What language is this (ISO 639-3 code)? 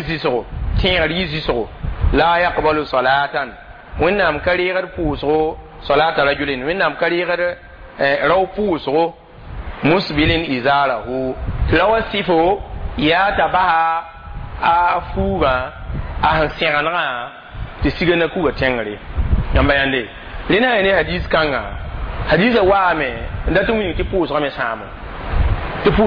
mos